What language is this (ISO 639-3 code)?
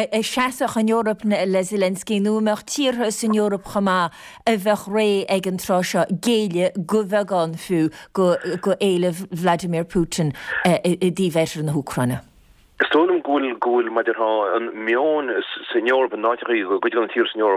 gle